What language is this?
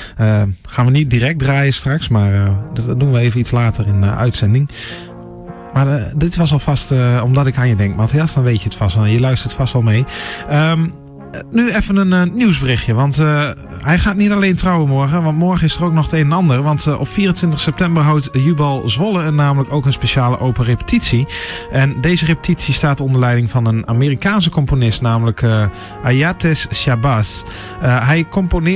Dutch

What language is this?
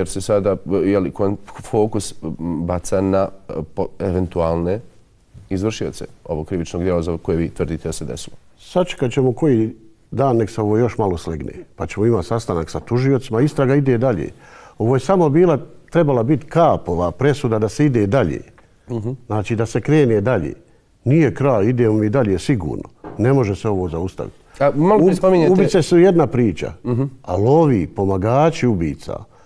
Bosnian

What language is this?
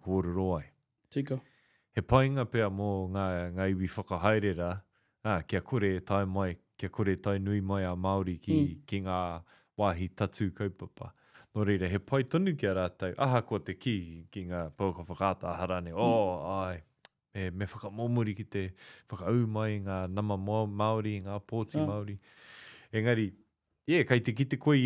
Māori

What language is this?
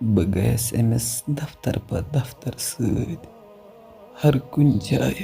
Kashmiri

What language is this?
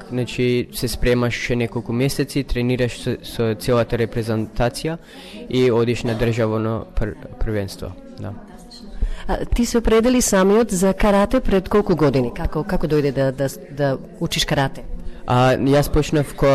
Macedonian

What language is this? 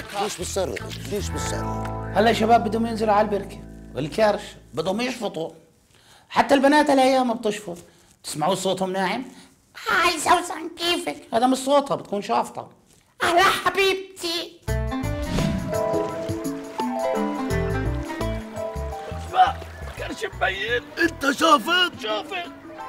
South Levantine Arabic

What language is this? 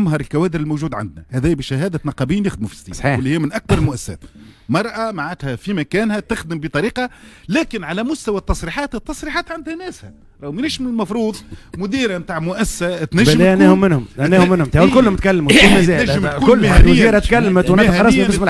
Tunisian Arabic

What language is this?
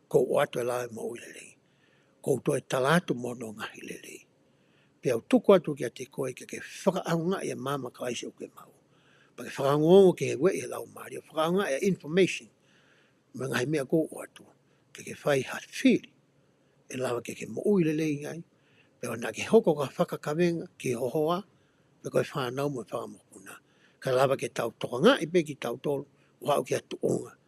Tongan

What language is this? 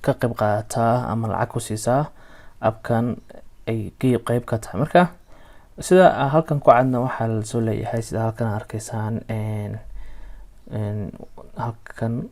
Somali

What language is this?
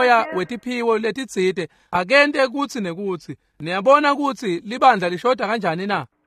Swati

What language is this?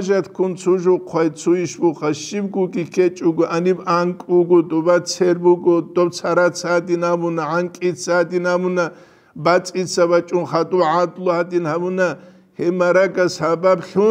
Avaric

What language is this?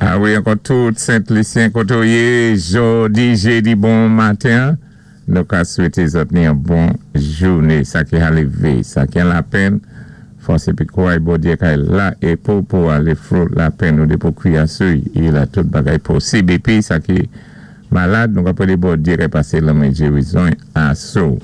Saint Lucian Creole French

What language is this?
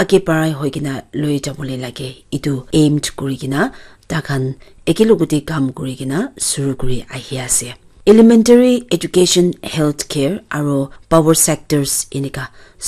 Naga Pidgin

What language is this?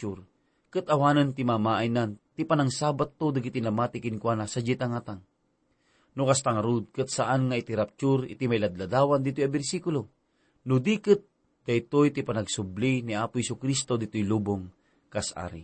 Iloko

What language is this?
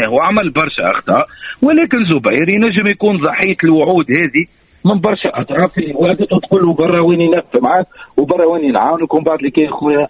Tunisian Arabic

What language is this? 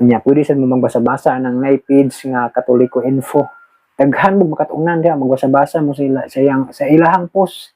Cebuano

